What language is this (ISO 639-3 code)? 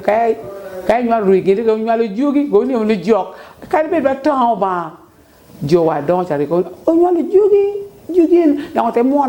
laj